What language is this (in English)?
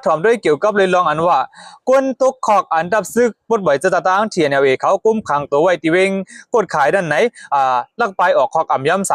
Shan